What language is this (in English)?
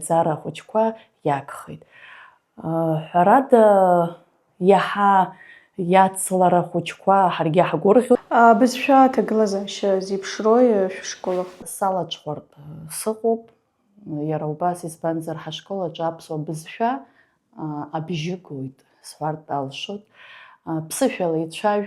Abkhazian